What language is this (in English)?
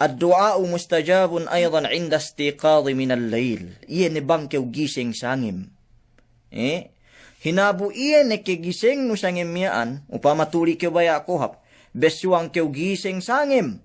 Yakan